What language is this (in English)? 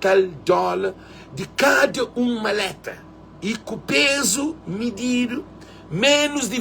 Kabuverdianu